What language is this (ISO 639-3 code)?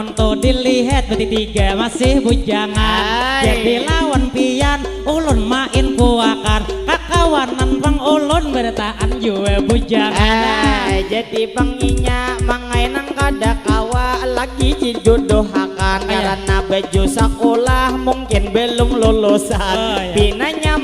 bjn